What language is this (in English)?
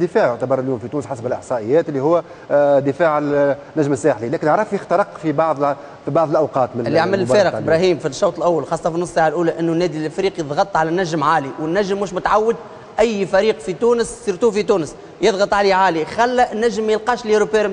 Tunisian Arabic